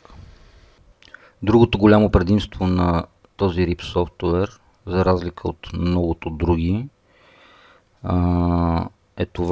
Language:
Bulgarian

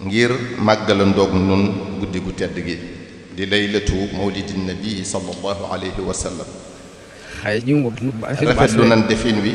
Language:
Wolof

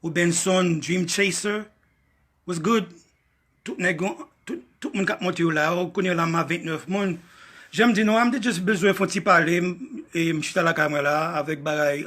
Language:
Haitian Creole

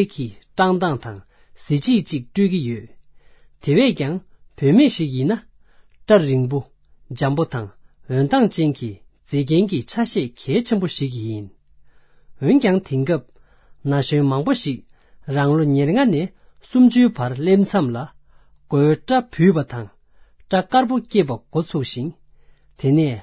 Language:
Tibetan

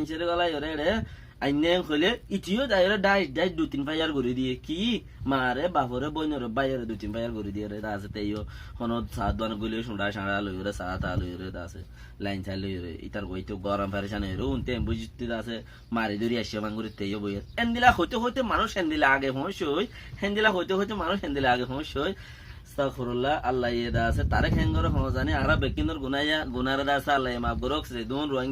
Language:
Rohingya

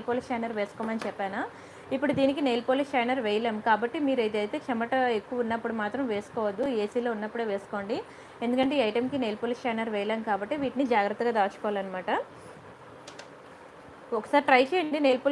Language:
Telugu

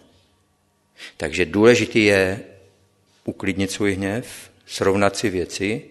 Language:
Czech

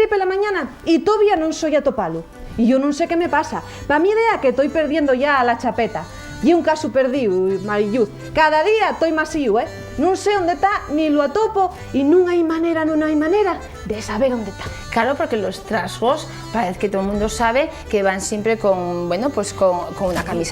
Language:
Asturian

